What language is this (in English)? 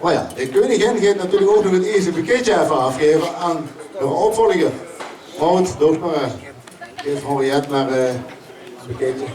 Limburgish